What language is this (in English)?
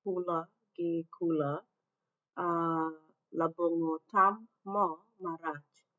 Acoli